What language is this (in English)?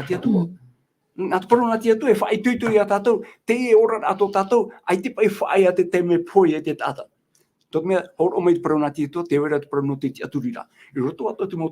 Tahitian